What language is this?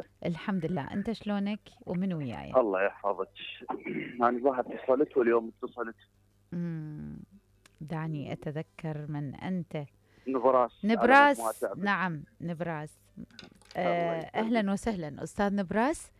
Mesopotamian Arabic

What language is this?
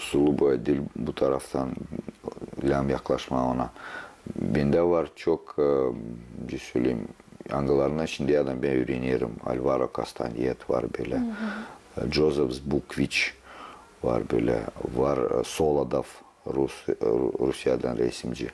Gagauz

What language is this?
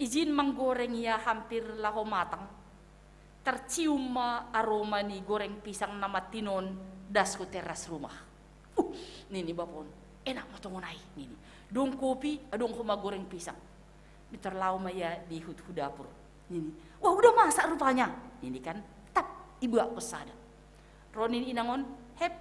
Batak Simalungun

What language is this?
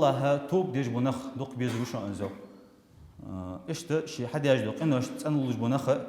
Ingush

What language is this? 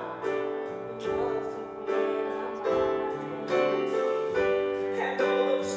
Danish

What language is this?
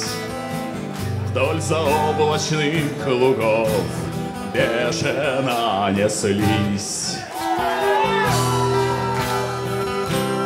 Russian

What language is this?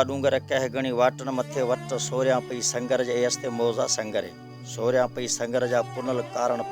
Baluchi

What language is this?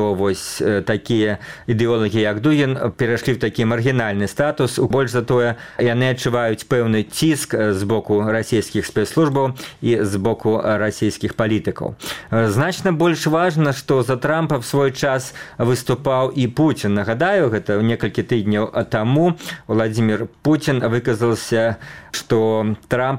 Belarusian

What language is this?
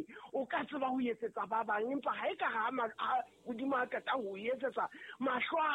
Southern Sotho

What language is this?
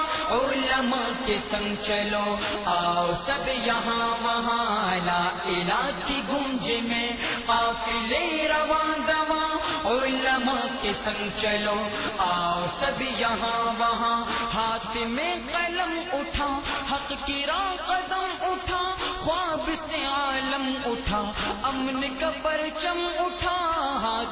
Gujarati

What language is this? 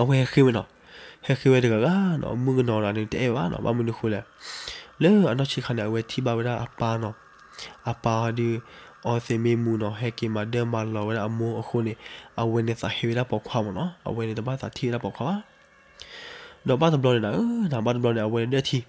S'gaw Karen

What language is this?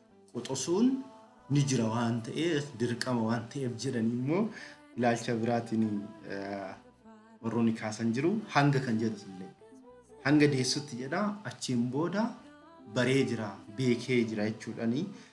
Oromo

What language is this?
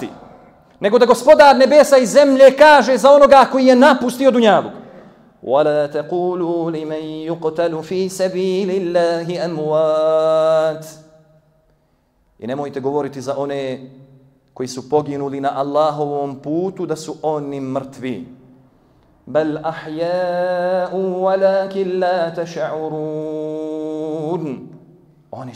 Bosnian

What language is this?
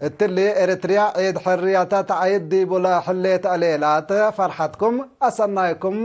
Tigre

